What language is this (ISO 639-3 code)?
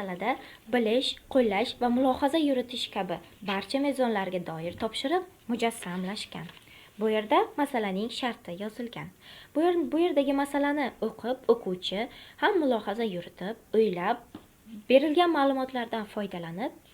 uzb